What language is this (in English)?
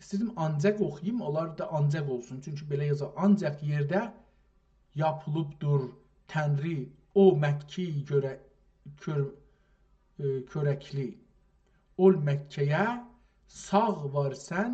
South Azerbaijani